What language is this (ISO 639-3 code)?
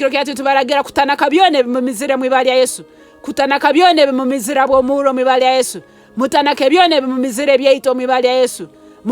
nyn